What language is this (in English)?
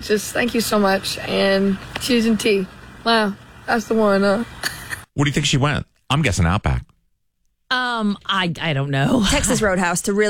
English